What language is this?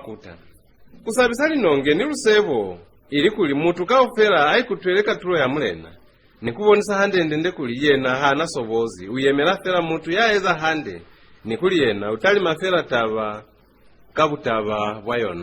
Lozi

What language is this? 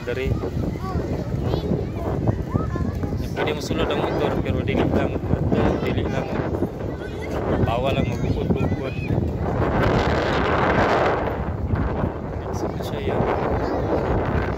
Cebuano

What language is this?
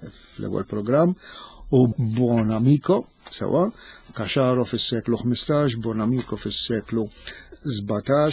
Maltese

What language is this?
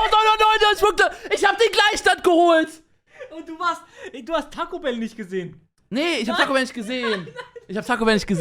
Swiss German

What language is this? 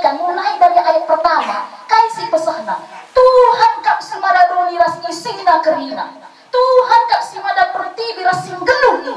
Batak Karo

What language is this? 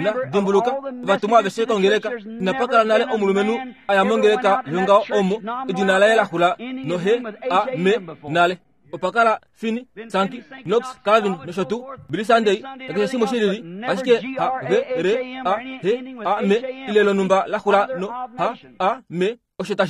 Kuanyama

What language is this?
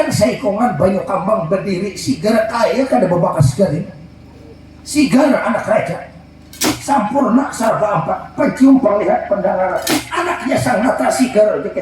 Banjar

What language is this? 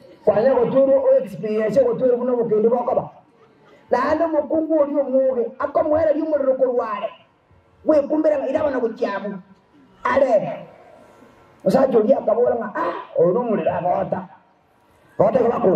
Gusii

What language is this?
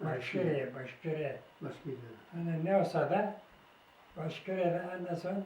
Crimean Tatar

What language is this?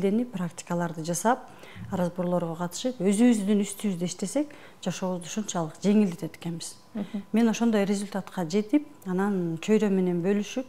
Kyrgyz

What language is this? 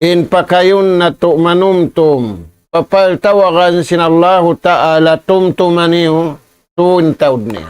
Tausug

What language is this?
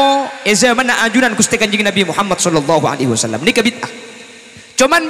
Madurese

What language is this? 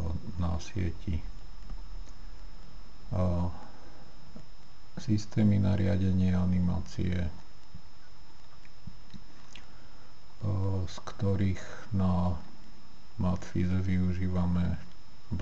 Slovak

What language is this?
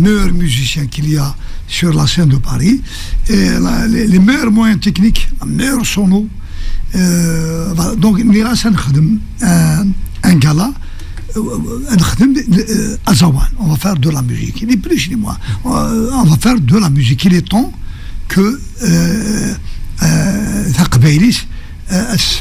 Kabyle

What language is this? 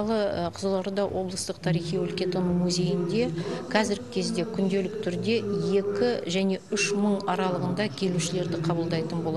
Kazakh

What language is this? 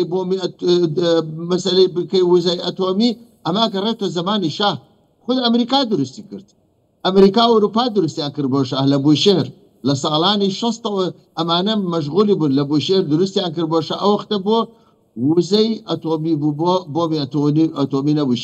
Central Kurdish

